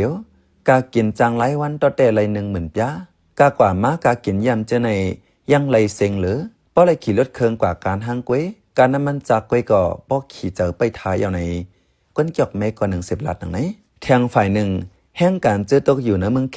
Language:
Shan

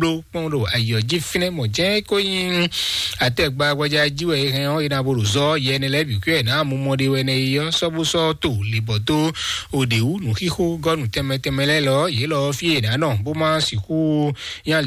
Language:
Fon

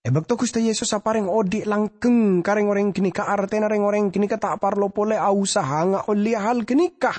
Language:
Madurese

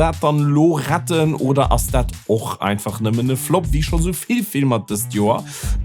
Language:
Luxembourgish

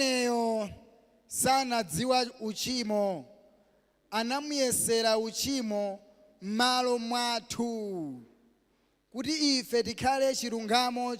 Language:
Nyanja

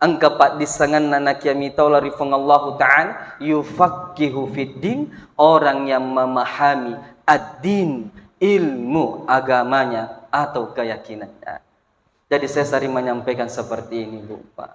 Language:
Buginese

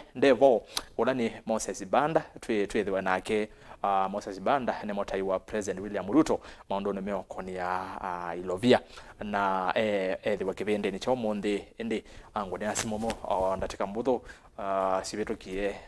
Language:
Kamba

